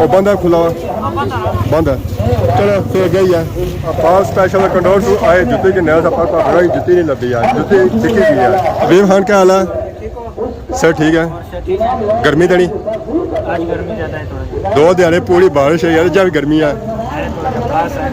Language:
Pahari-Potwari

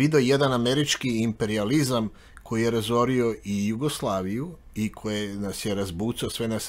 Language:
Serbian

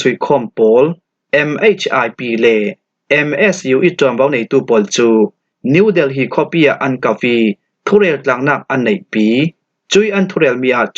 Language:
Falam Chin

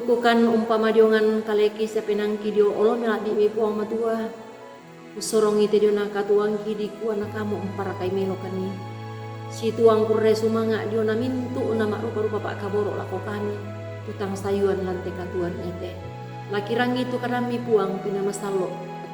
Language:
Toraja-Sa'dan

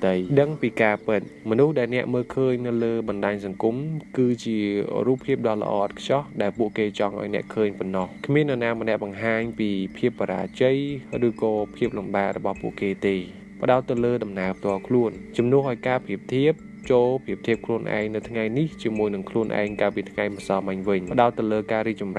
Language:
Khmer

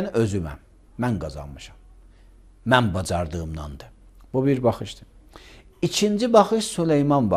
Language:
Azerbaijani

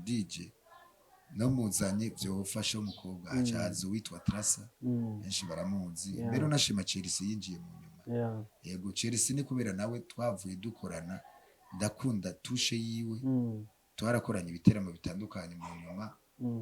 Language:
Rundi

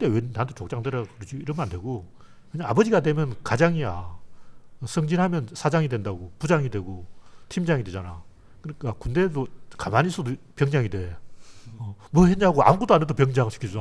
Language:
Korean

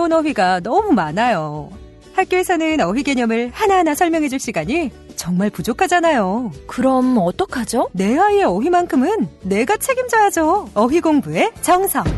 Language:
Korean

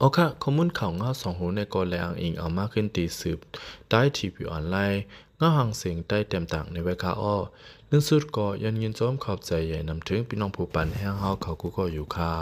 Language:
Lao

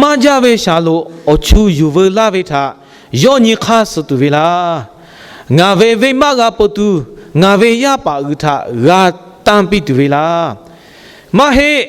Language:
Lahu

